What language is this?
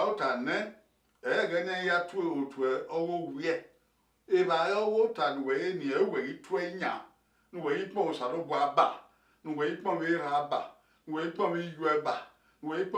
Bini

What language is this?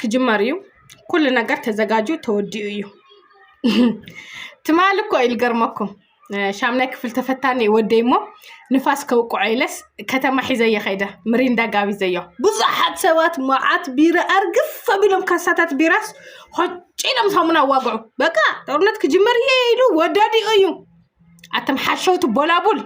Tigrinya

